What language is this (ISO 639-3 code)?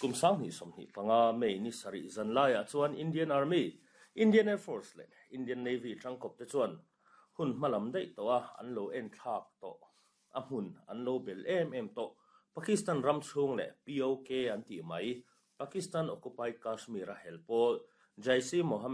lus